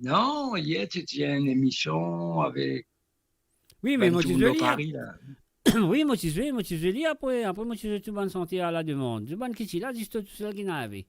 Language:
Morisyen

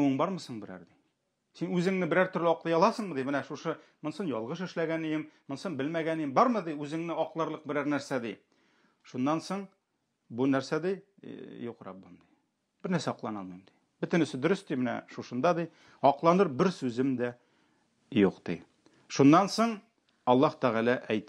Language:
Tatar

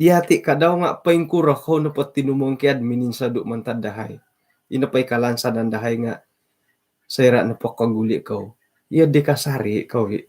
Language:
Central Dusun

